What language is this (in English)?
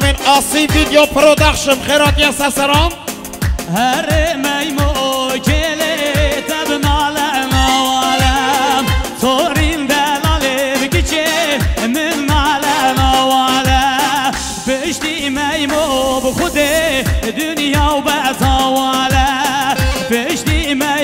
Kurdish